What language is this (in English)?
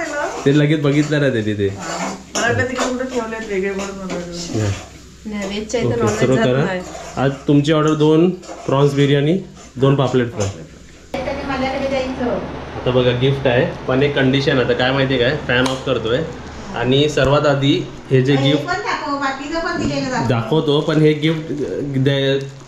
Marathi